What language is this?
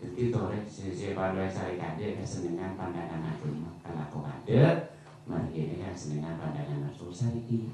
Madurese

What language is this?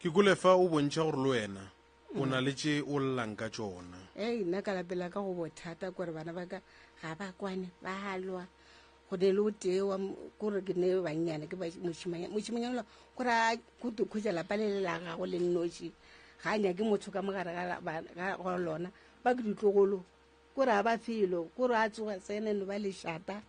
Northern Sotho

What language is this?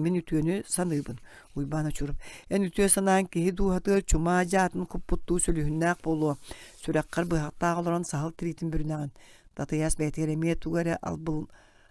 Yakut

